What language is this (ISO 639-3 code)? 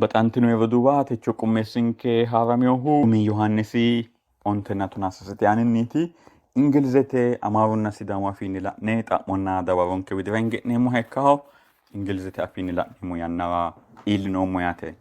sid